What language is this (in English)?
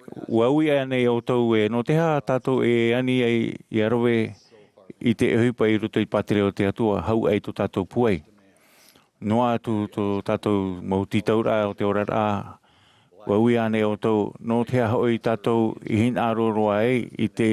Tahitian